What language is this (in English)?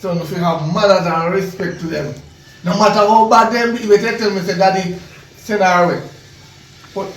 Jamaican Creole English